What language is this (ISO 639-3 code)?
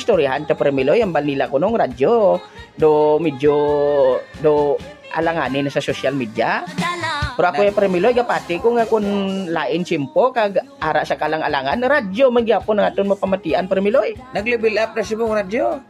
hil